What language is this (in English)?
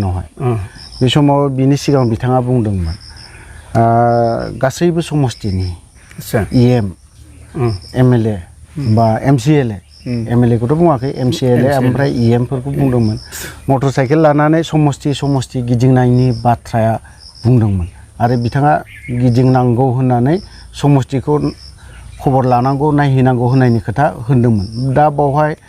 Bodo